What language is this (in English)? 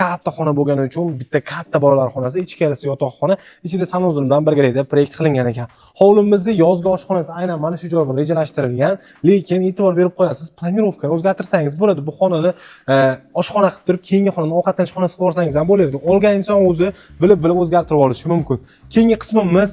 Uzbek